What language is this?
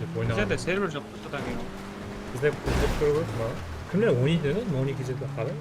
Kara-Kalpak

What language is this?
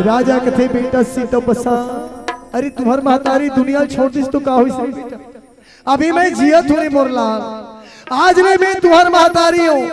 Chhattisgarhi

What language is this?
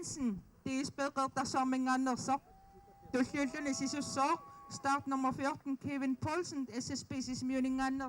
Kalaallisut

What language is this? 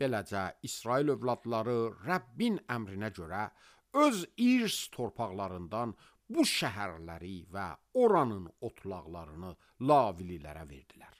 Azerbaijani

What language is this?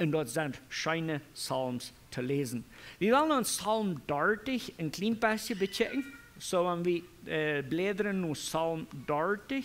Plautdietsch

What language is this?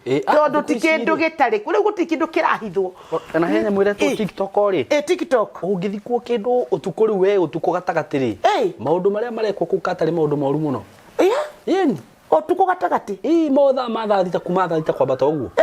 Kikuyu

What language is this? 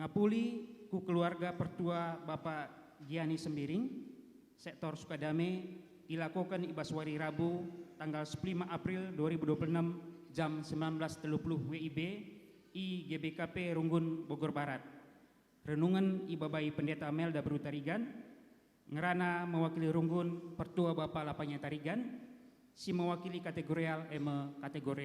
Batak Karo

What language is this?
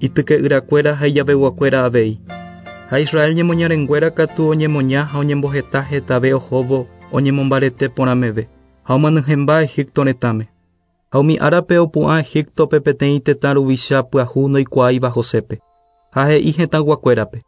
Guarani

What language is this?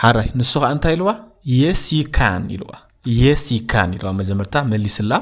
Tigrinya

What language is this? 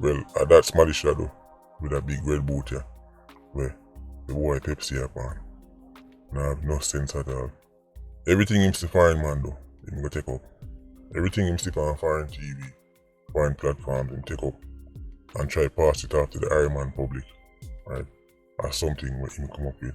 Jamaican Creole English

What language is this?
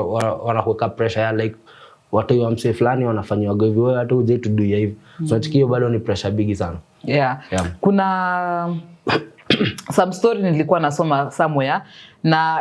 Swahili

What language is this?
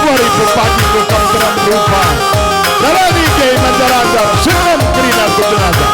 Batak Karo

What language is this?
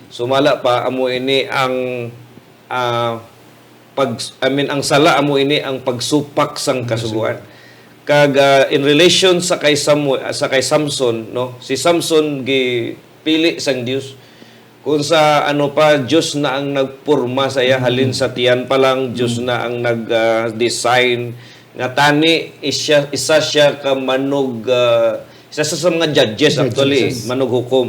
Hiligaynon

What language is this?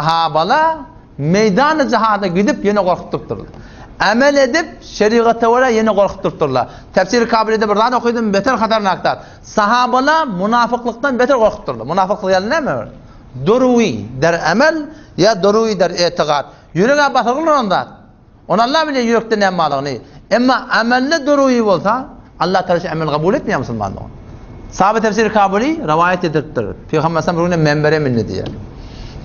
Turkmen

